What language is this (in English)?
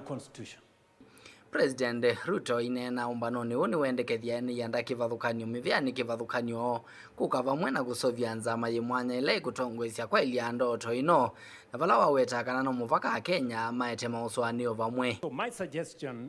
Kamba